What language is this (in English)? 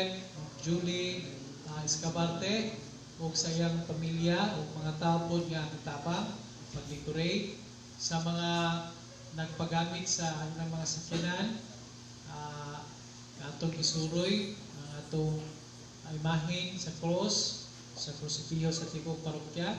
Cebuano